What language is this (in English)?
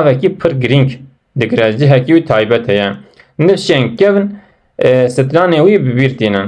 Kurdish